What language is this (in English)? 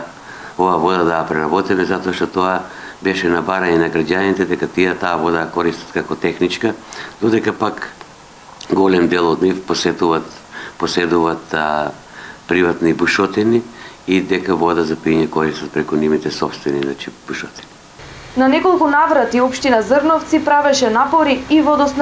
Macedonian